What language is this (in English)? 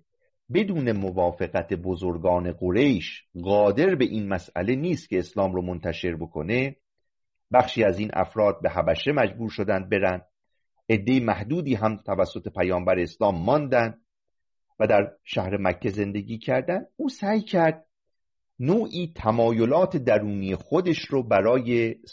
Persian